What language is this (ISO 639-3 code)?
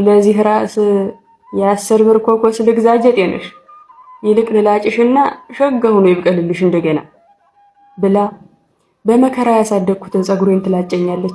amh